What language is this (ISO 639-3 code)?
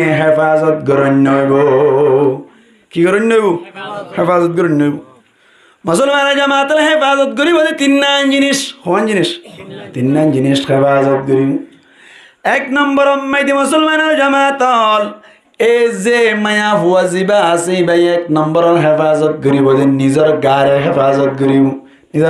rhg